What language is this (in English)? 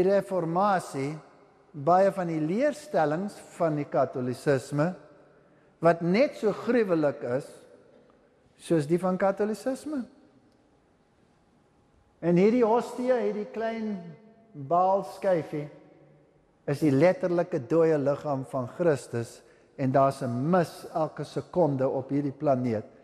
Afrikaans